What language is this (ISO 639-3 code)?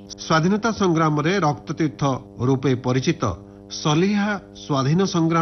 ori